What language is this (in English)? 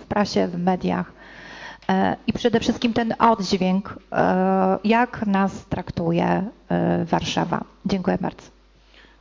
Polish